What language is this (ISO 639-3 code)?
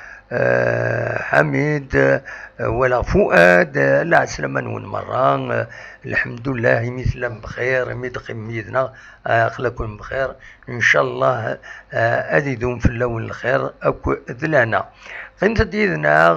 kab